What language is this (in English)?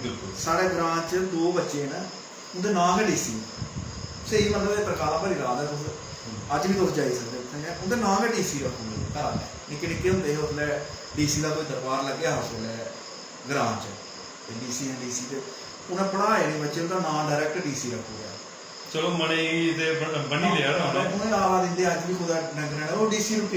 Dogri